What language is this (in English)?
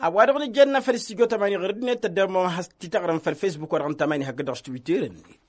Tamasheq